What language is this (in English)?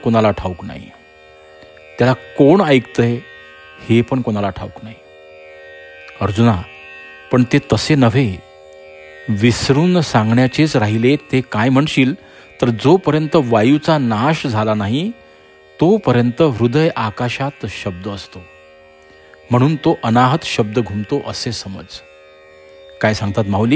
Marathi